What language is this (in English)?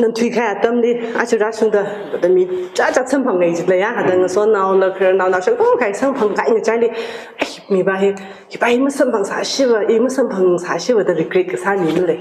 Tangkhul Naga (India)